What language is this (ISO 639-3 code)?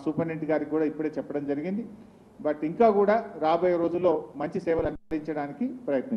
tel